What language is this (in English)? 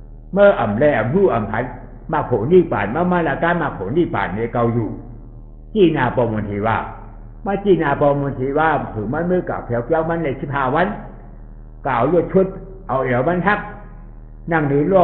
Shan